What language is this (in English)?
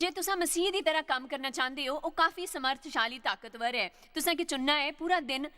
Dogri